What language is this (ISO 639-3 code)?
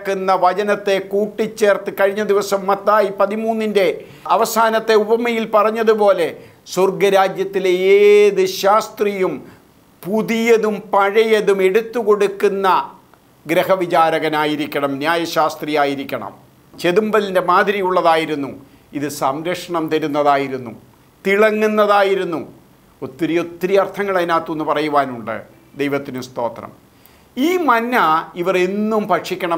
mal